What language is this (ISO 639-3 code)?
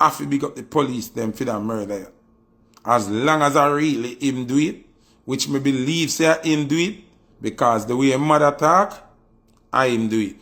jam